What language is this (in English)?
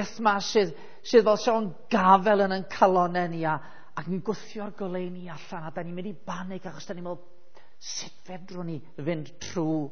Welsh